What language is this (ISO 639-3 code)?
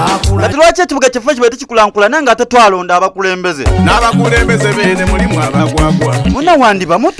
xog